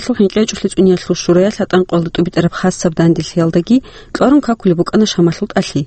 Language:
Avaric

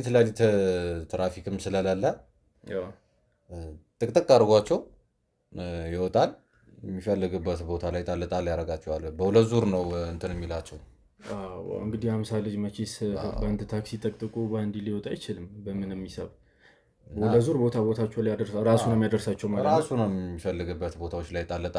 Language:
Amharic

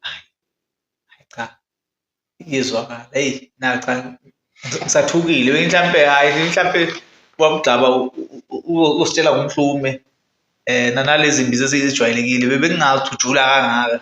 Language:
Zulu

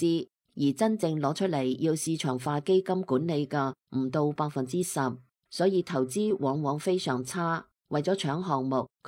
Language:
Cantonese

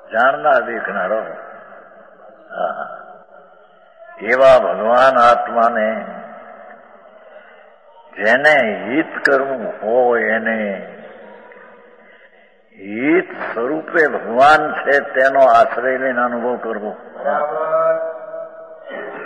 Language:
Gujarati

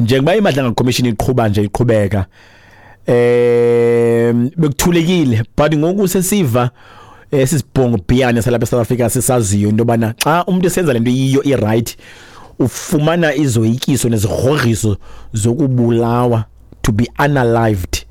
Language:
Xhosa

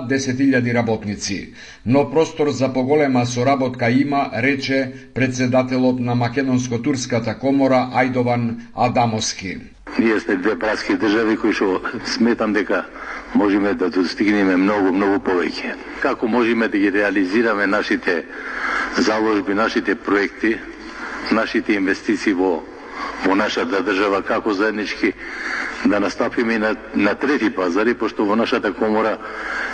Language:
Macedonian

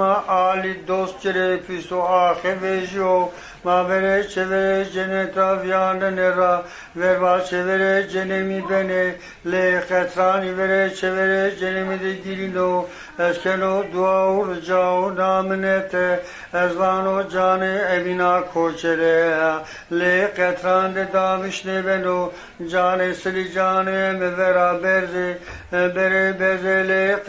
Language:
Zaza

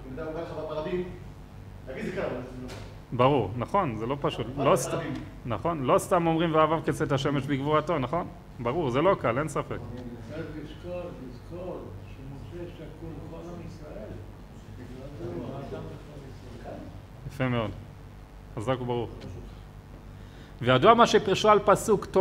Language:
Hebrew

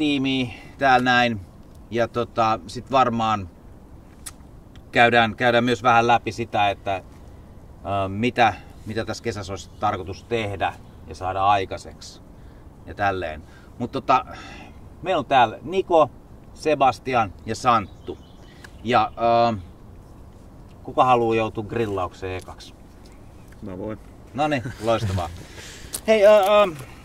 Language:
Finnish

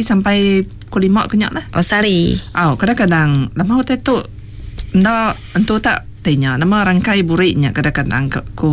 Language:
Iban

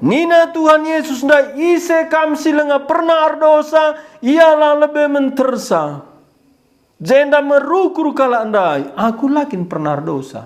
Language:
Batak Karo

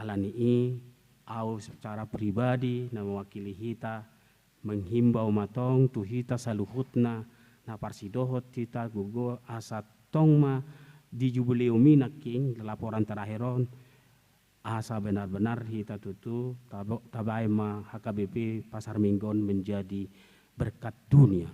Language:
Batak Toba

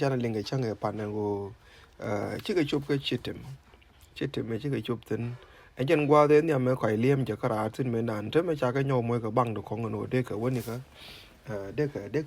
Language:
Nuer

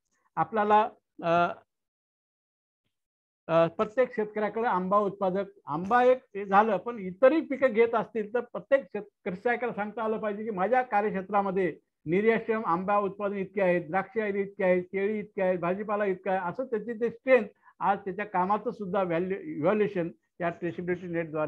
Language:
Marathi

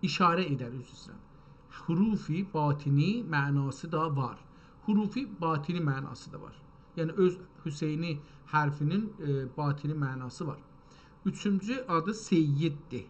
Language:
South Azerbaijani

